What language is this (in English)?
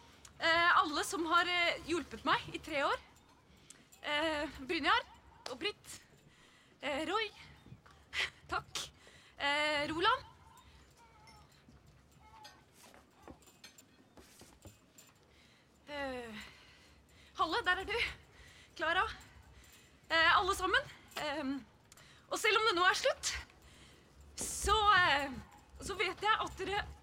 Norwegian